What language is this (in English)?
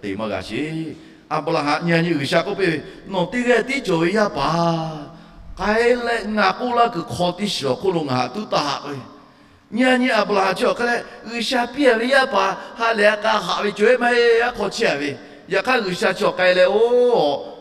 Lahu